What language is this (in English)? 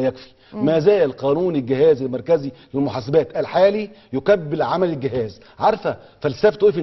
Egyptian Arabic